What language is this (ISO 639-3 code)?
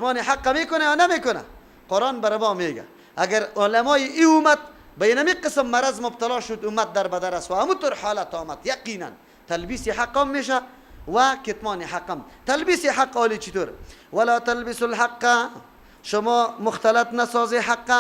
fas